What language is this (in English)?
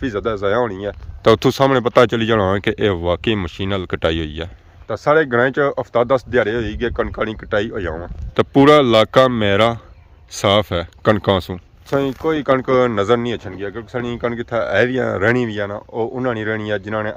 Pahari-Potwari